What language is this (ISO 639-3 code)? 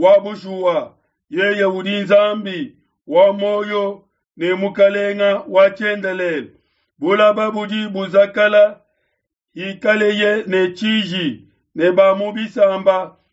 lua